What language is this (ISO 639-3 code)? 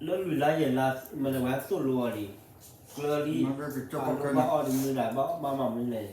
ksw